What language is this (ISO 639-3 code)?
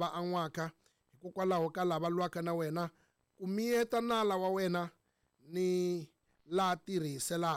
tso